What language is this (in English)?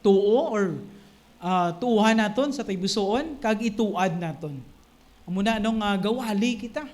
Hiligaynon